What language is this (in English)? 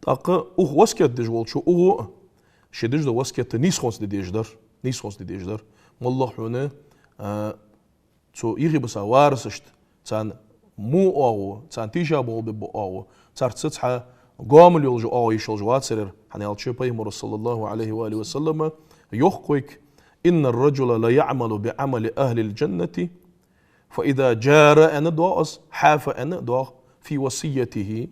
Ingush